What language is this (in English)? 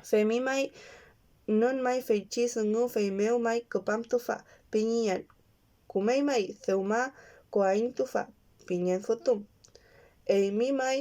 Mapuche